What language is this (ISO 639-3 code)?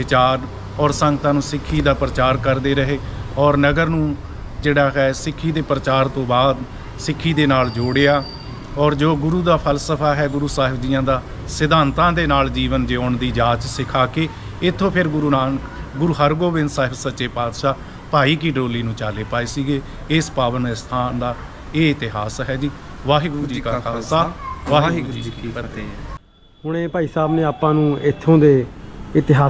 pan